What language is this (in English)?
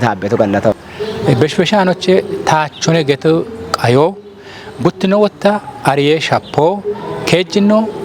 Kafa